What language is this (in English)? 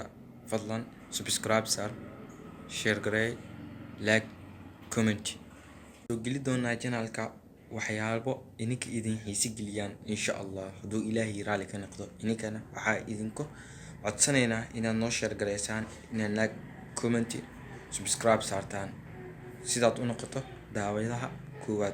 Somali